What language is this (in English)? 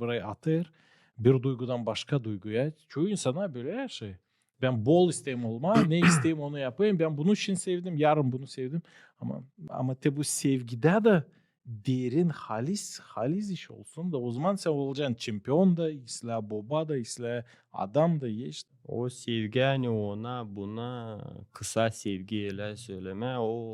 Gagauz